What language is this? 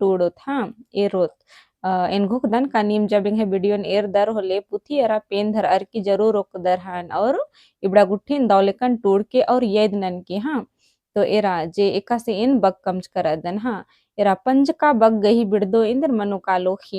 Kurukh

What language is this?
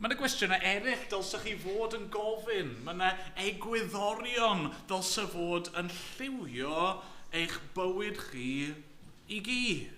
Welsh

